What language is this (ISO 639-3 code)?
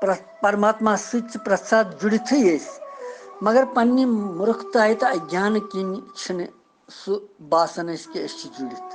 kas